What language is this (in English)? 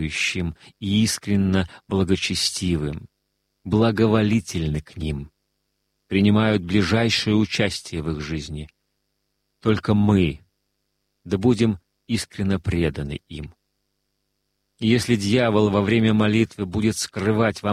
Russian